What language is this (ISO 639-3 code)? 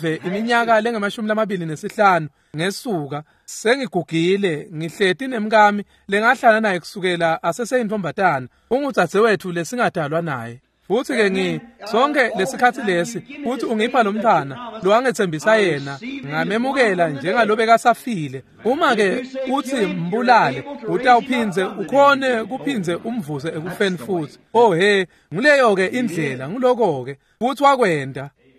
ssw